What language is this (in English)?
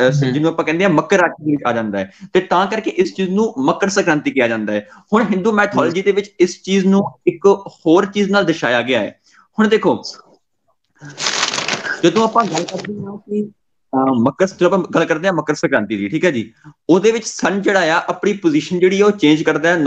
Punjabi